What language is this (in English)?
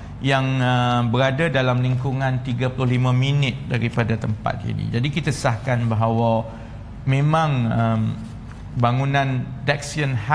Malay